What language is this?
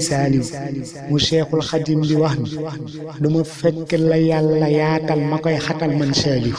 Wolof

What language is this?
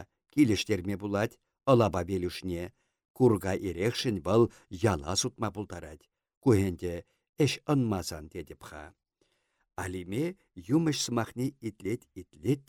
Chuvash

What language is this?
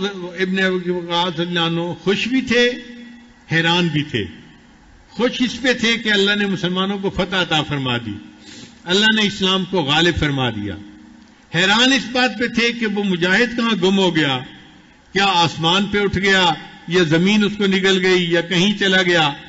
Urdu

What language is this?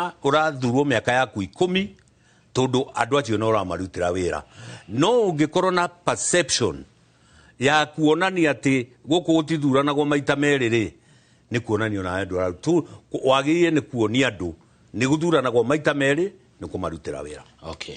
Kikuyu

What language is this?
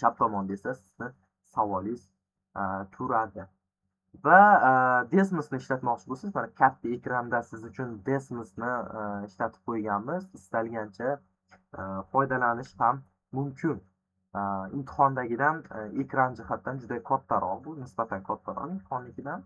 Uzbek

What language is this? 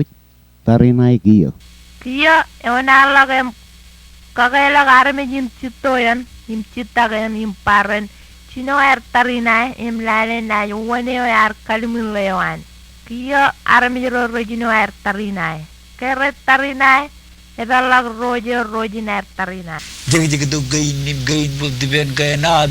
Marshallese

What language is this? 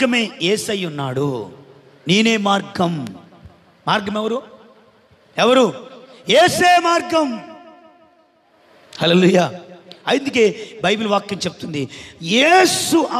Telugu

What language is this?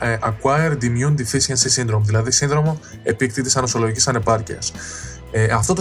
Greek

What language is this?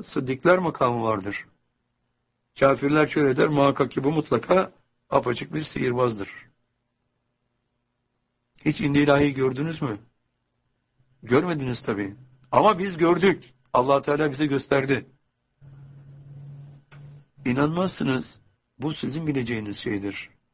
Turkish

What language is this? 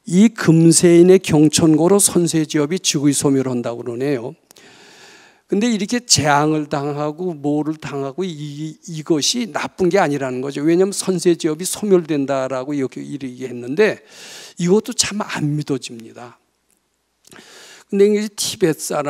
Korean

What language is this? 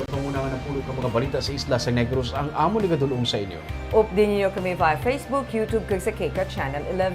Hiligaynon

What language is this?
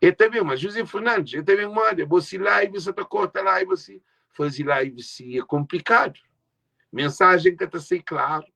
Kabuverdianu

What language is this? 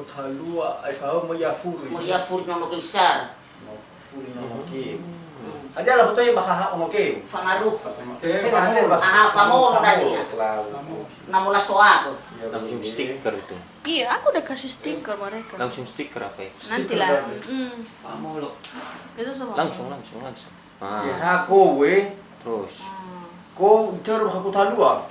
Nias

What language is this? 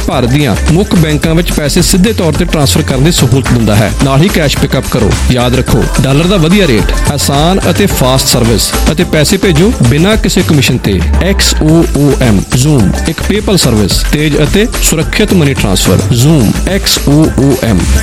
Punjabi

